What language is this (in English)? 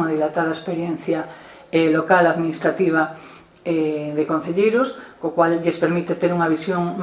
Galician